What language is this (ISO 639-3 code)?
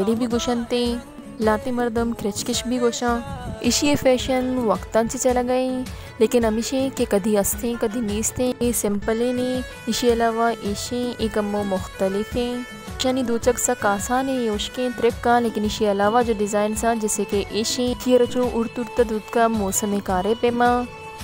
bal